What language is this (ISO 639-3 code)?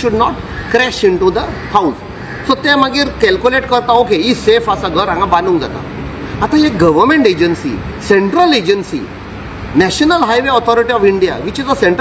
kok